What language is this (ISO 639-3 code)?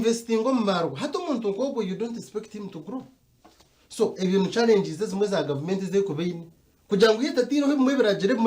nyn